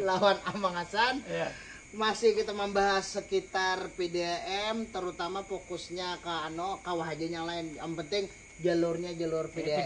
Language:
Banjar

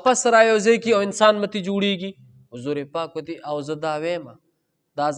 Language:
Pashto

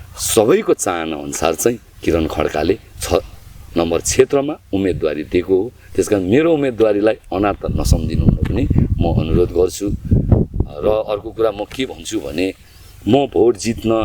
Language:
Nepali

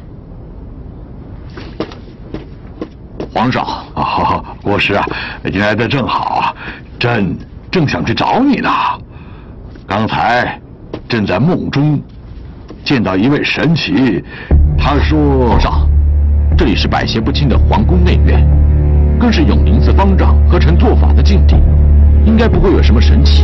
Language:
Chinese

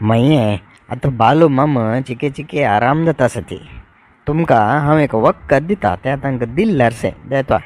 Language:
Konkani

